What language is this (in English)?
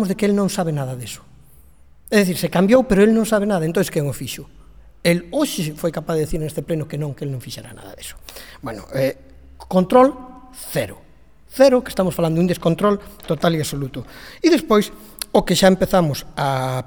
Galician